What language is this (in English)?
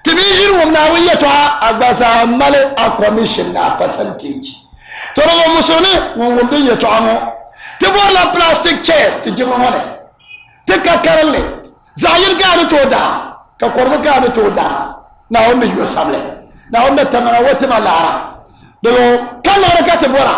Dagbani